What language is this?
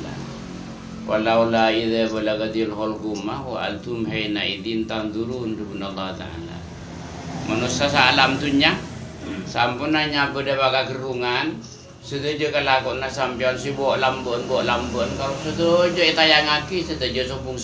Madurese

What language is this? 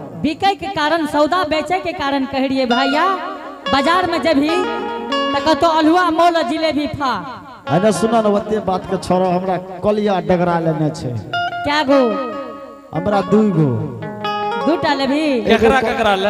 Angika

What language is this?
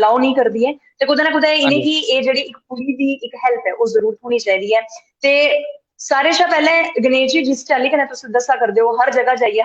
Dogri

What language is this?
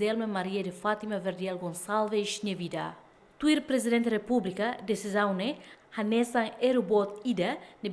Tetum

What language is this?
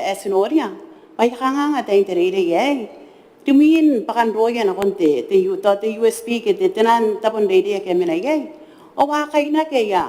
Gilbertese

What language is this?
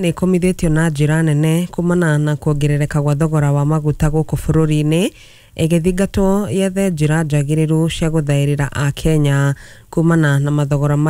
Kikuyu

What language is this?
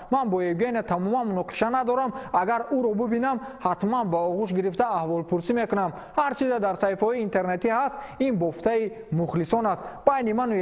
Tajik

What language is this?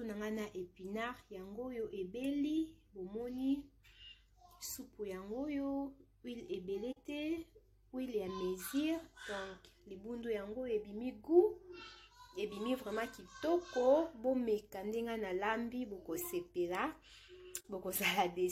Lingala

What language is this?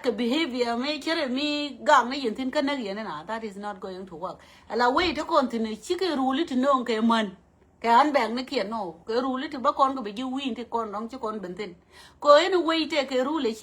Nuer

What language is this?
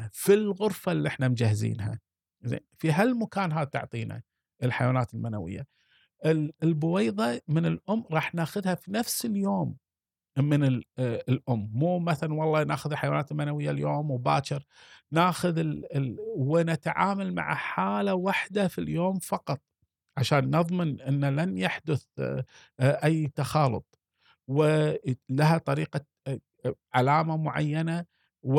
Gulf Arabic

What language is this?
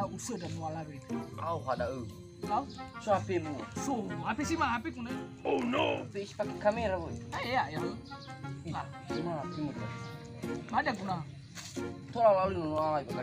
Nias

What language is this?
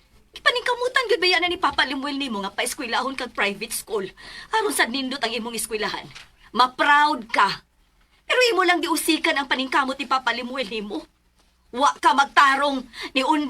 Cebuano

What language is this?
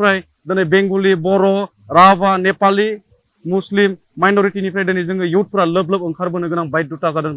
Bodo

